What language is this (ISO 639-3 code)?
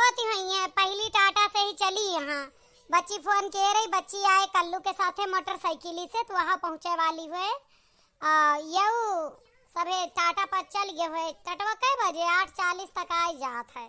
awa